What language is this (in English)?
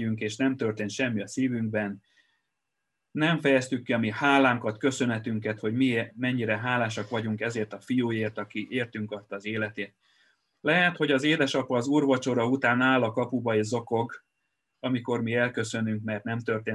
Hungarian